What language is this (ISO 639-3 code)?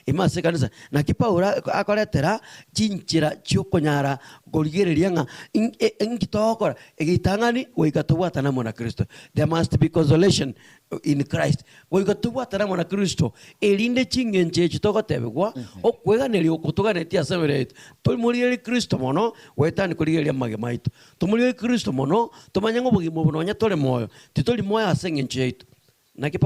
guz